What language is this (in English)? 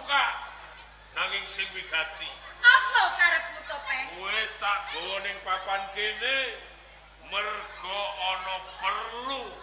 Javanese